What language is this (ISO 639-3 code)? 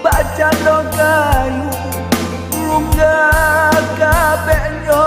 min